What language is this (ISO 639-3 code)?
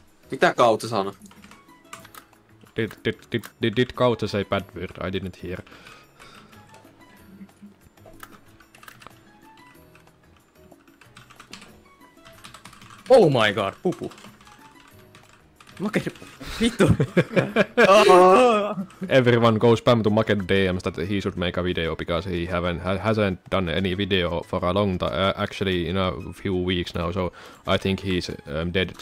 fin